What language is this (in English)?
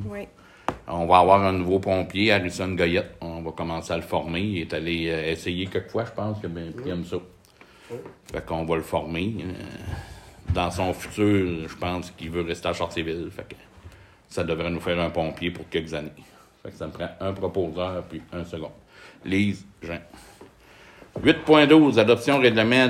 French